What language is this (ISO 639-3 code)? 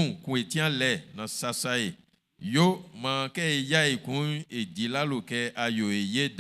bci